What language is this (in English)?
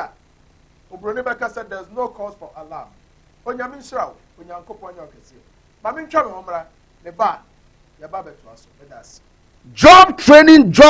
Akan